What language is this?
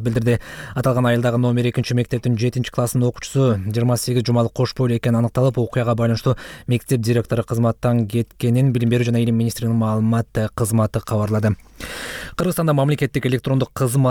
Kyrgyz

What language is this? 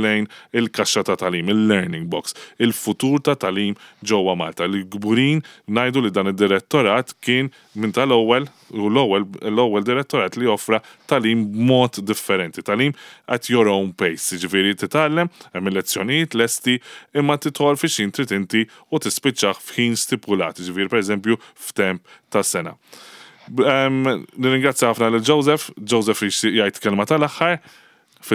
Maltese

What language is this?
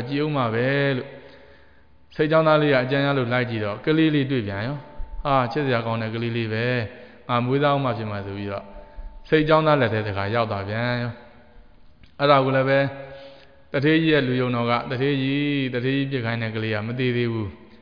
Burmese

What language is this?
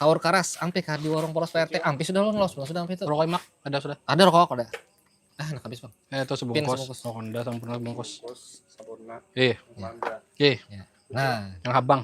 Banjar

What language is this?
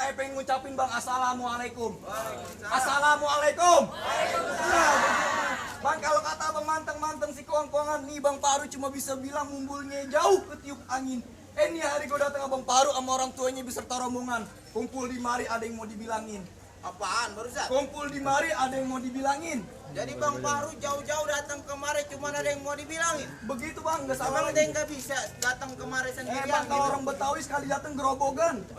Betawi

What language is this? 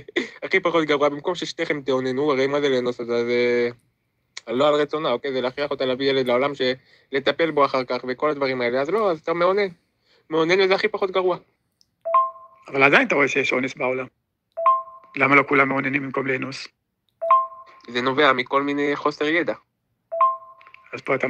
Hebrew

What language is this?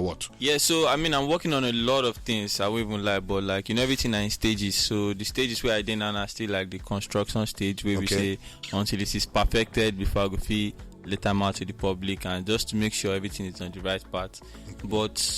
Nigerian Pidgin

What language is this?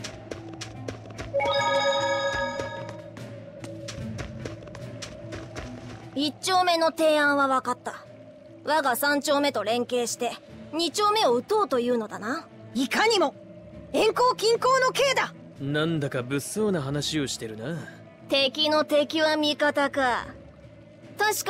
Japanese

